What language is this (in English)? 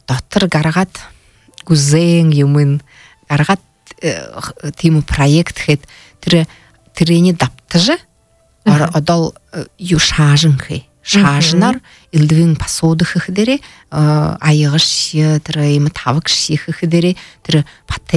Buriat